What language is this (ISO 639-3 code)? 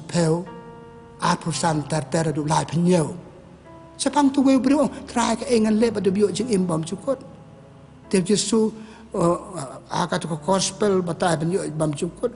kha